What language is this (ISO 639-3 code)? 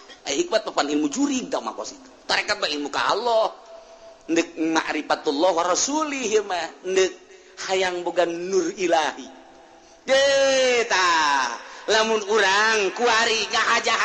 sun